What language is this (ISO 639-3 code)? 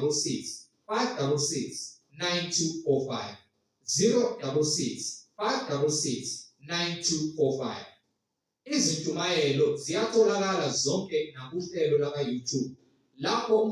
zul